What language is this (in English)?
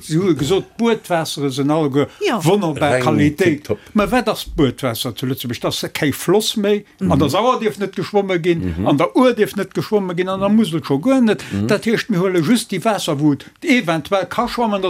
Luxembourgish